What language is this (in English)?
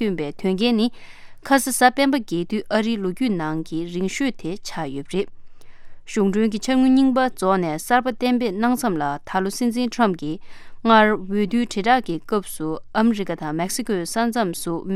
Tibetan